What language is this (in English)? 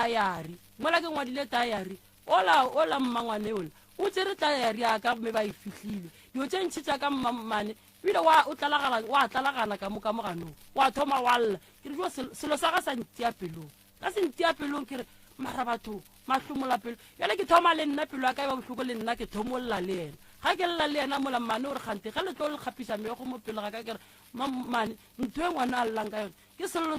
Northern Sotho